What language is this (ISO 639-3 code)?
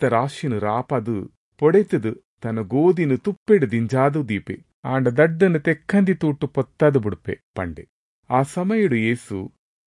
tcy